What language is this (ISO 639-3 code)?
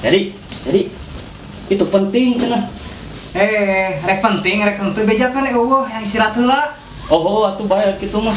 sun